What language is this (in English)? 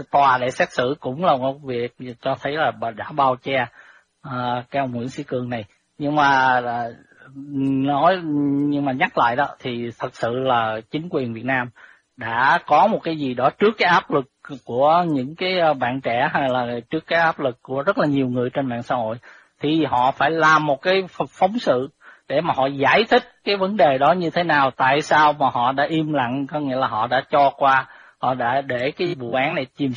Vietnamese